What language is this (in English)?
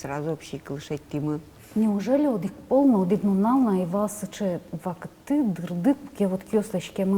Udmurt